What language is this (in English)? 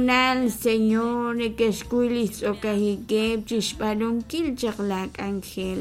Kekchí